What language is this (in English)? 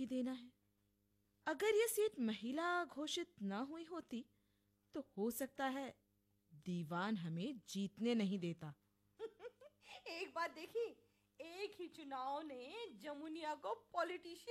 Hindi